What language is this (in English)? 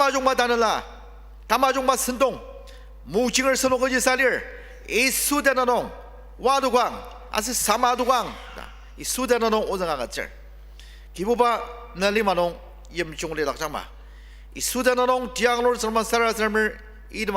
Ao Naga